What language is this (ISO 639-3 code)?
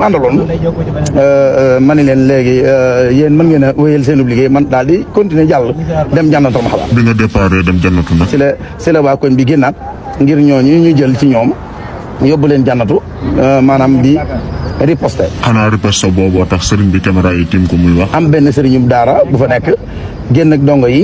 wol